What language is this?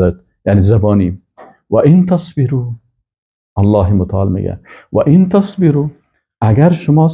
Persian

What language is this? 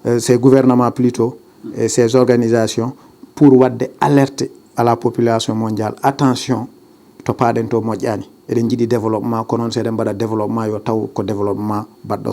Fula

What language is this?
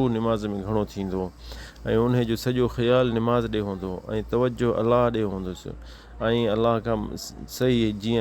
Sindhi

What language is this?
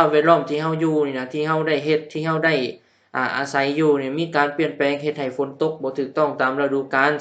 Lao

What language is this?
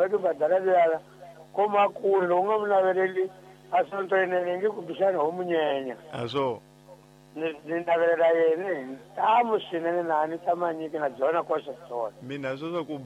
Tsonga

